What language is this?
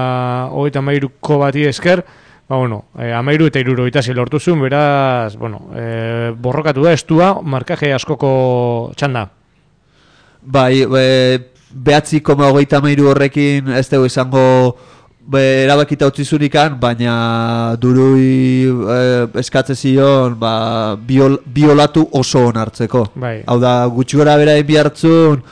Basque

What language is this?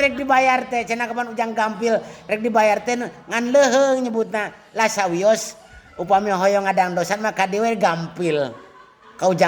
Sundanese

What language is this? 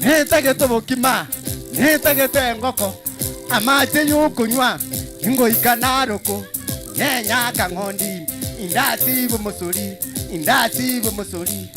Gusii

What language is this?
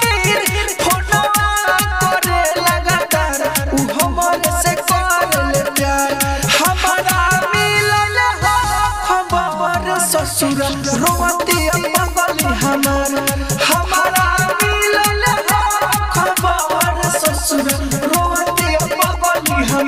Bhojpuri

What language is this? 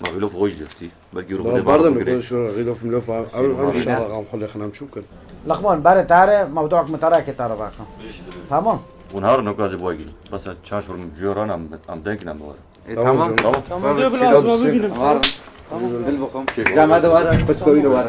Kurdish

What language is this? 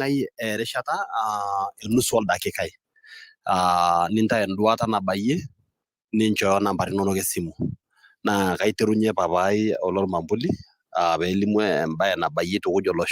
Masai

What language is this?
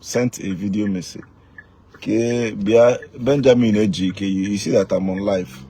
Igbo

